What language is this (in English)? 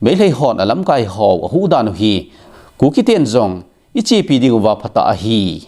Thado Chin